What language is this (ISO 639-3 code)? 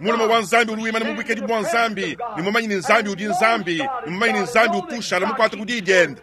lua